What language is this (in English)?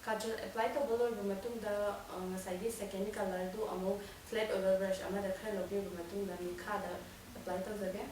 Manipuri